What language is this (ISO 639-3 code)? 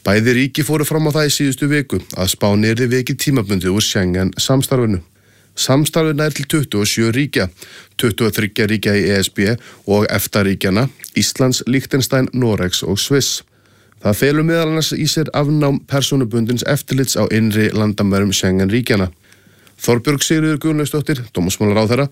isl